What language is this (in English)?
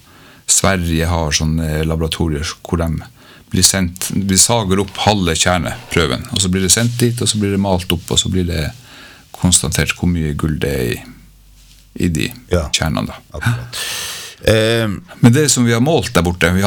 Norwegian